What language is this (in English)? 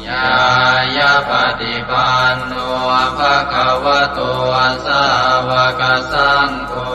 Pali